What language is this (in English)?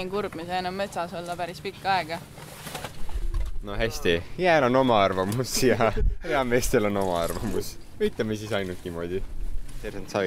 Estonian